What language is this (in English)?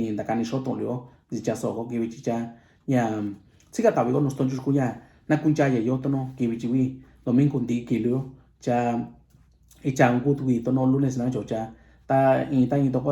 Mixtepec Mixtec